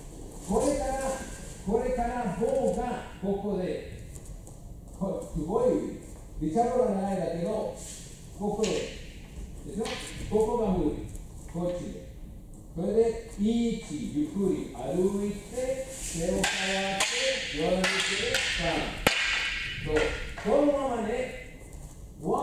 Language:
Japanese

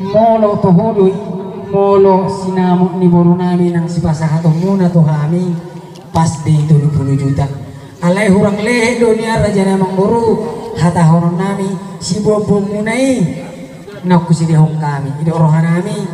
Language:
Batak Toba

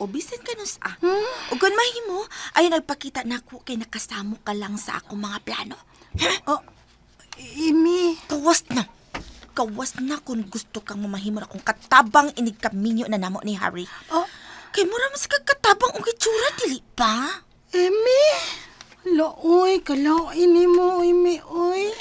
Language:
Cebuano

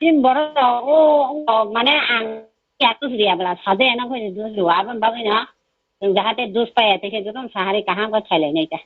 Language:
Kok Borok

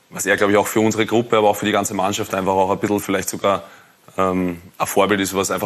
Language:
German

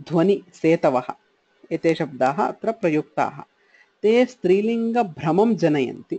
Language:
Sanskrit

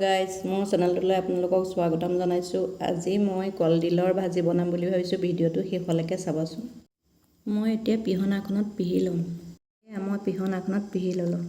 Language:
Assamese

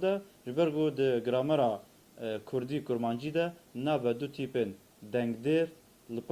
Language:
Kurdish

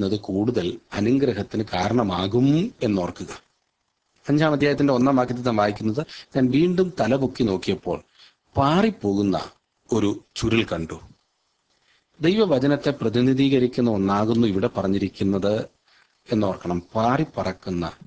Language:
Malayalam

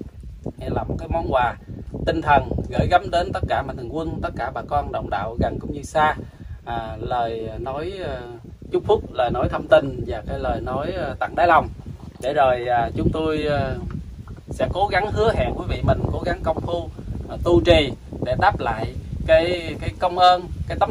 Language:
Vietnamese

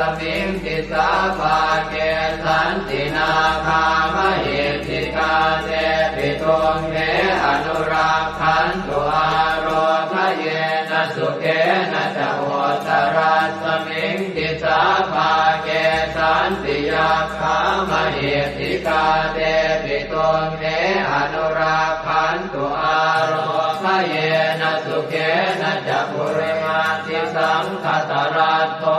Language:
Pali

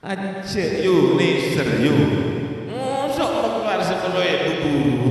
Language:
Madurese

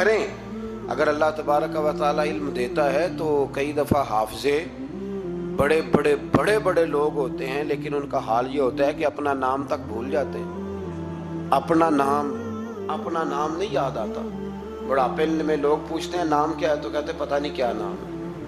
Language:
Urdu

